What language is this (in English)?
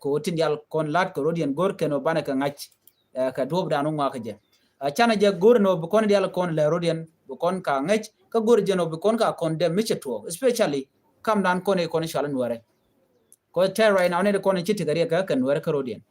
Nuer